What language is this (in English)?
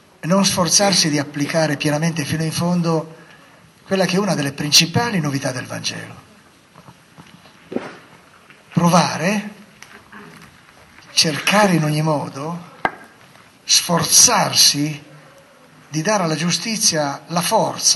Italian